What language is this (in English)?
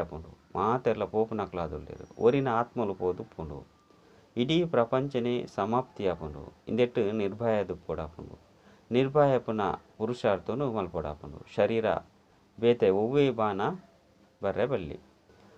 Tulu